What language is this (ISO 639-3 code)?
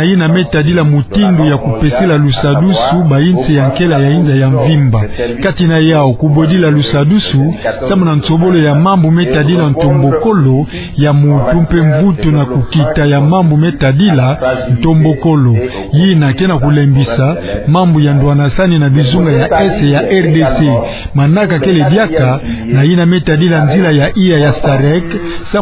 ktu